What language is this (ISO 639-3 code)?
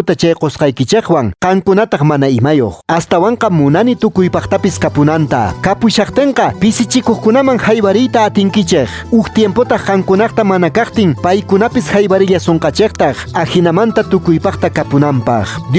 que